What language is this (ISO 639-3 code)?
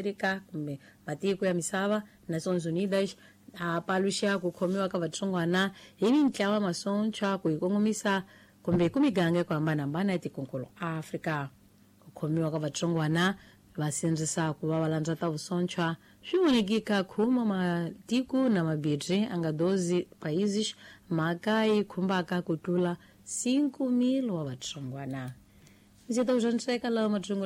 tso